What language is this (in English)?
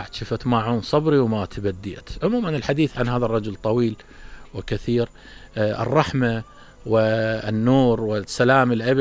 Mesopotamian Arabic